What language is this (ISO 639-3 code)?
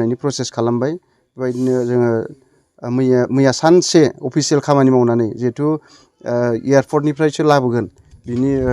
brx